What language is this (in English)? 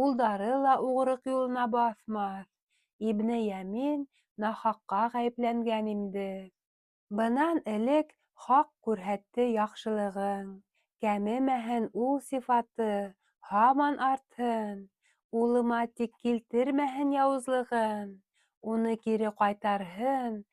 Bashkir